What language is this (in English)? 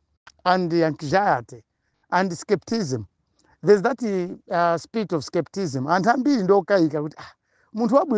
Nyanja